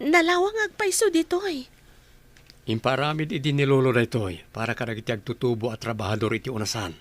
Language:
Iloko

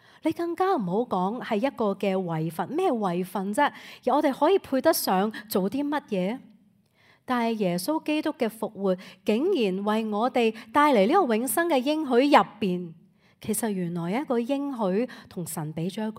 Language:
Cantonese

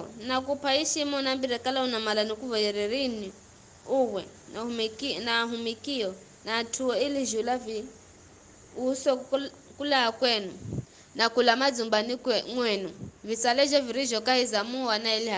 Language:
Giryama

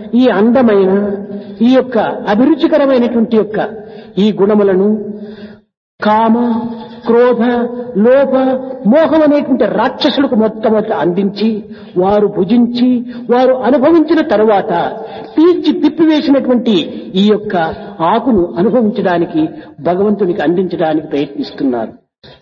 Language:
Telugu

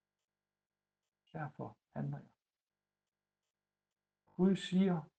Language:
Danish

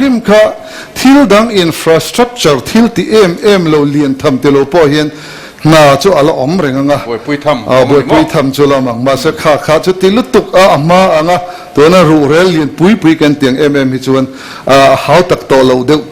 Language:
Mizo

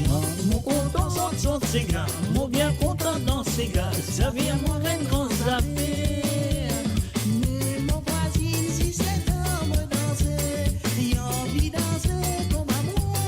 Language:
Morisyen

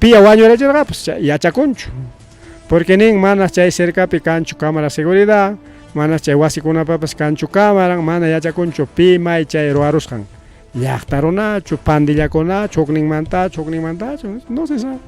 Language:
Ayacucho Quechua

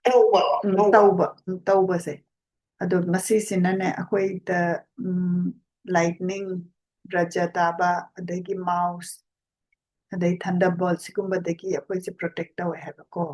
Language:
Manipuri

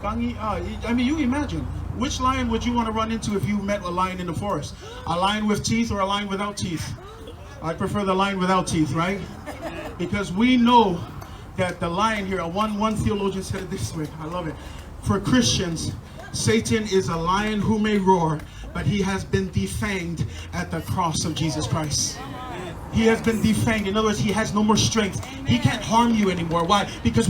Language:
Samoan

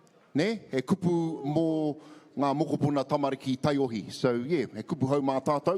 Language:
Māori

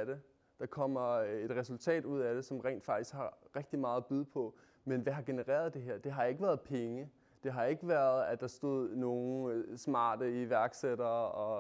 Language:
Danish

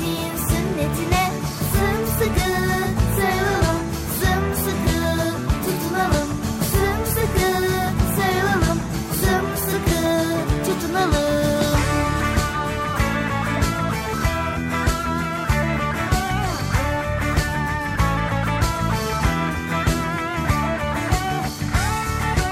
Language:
Turkish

